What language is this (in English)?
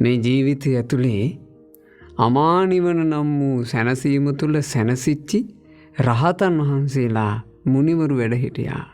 Sinhala